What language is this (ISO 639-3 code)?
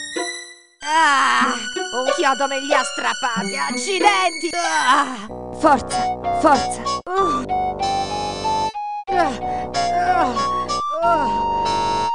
ita